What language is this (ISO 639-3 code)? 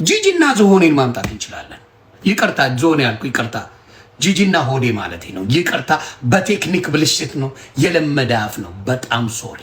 amh